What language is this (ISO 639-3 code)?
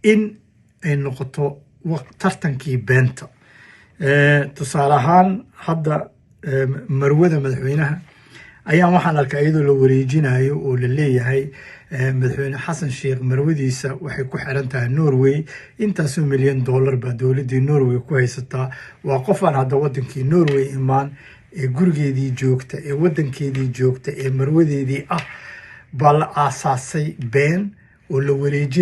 som